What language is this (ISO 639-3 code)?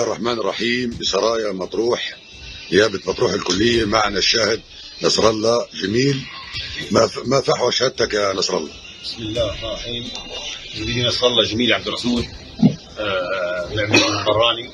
arz